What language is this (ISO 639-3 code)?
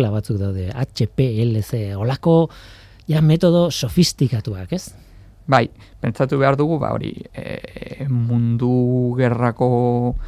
eus